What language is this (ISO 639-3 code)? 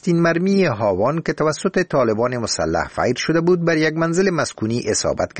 fas